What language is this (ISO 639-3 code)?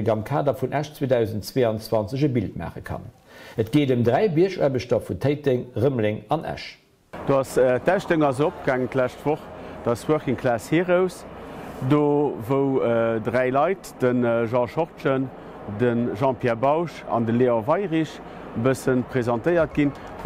ltz